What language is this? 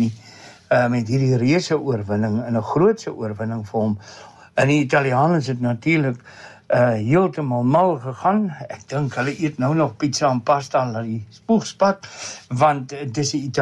Afrikaans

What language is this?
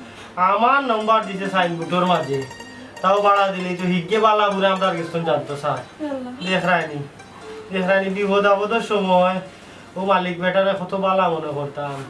Sylheti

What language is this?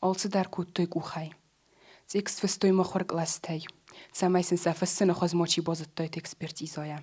Ossetic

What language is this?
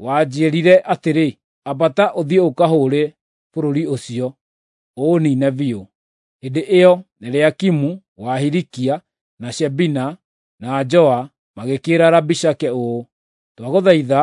Kikuyu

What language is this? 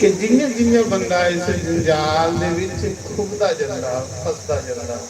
Dogri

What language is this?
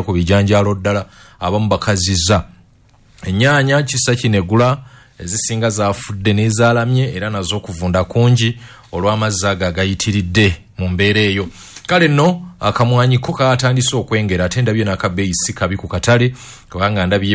Ganda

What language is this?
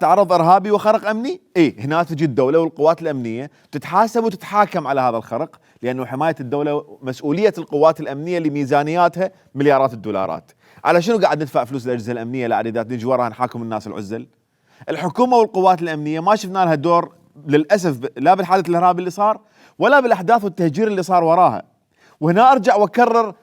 Mesopotamian Arabic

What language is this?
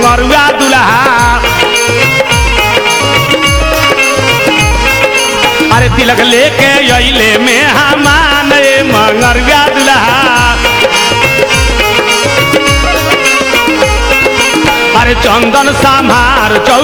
Bhojpuri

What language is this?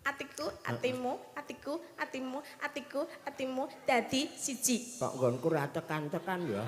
Javanese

